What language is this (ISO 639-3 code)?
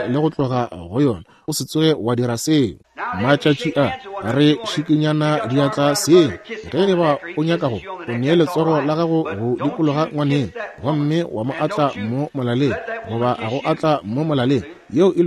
nso